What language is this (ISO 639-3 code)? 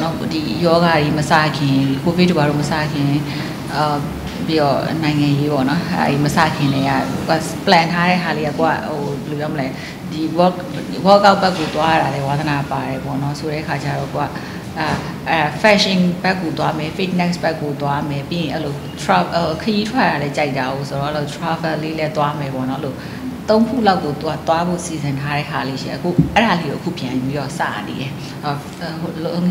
mya